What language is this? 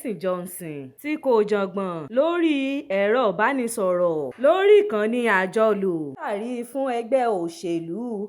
Yoruba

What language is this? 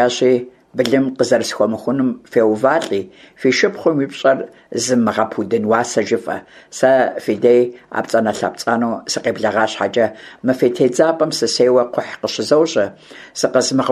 Kabardian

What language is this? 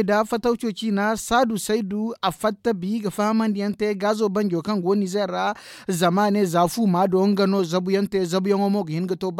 Zarma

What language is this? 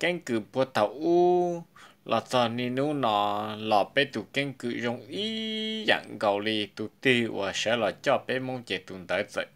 Hmong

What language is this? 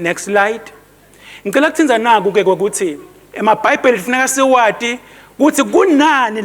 Swati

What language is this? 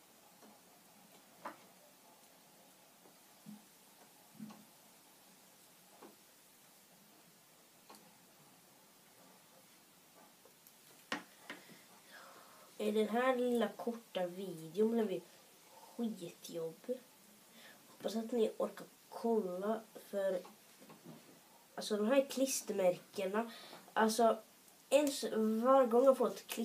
Swedish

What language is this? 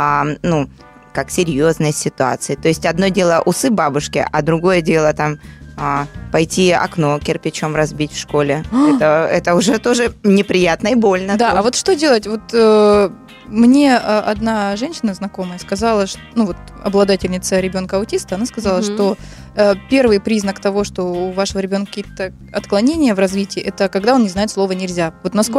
Russian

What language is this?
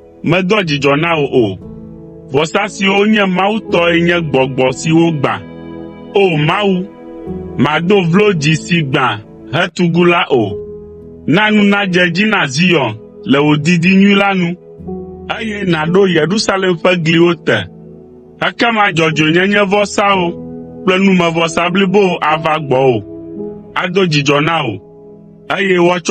Ewe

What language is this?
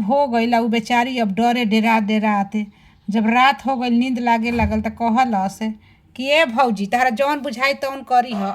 Bhojpuri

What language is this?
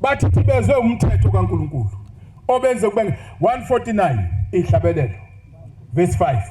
Zulu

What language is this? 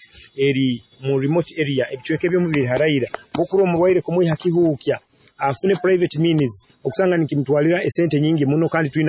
Nyoro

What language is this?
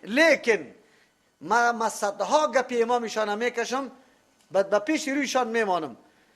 Persian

